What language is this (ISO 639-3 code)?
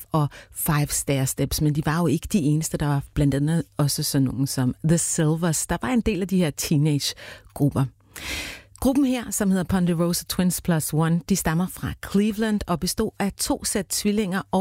dan